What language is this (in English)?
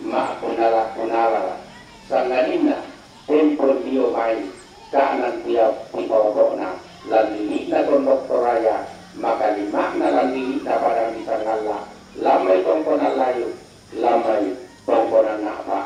Toraja-Sa'dan